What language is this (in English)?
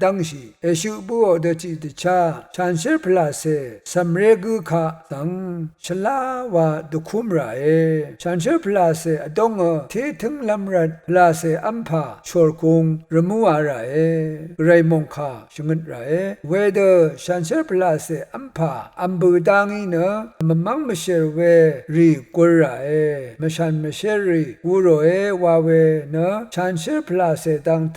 Rawang